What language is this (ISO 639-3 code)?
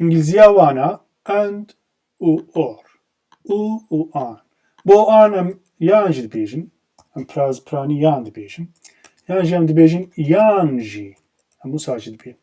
kur